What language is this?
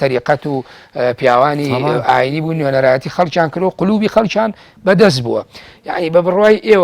Central Kurdish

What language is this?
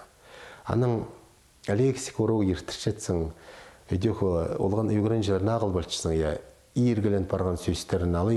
Khakas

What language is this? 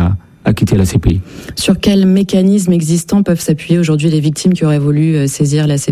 French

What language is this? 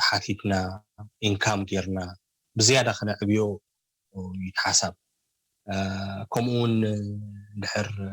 Tigrinya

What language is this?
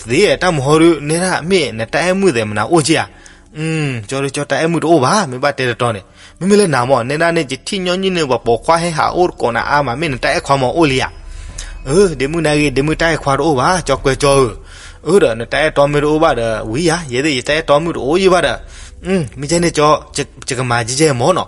S'gaw Karen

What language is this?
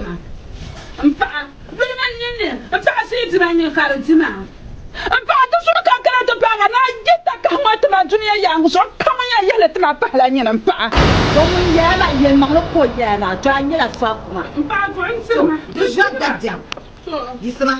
Dagbani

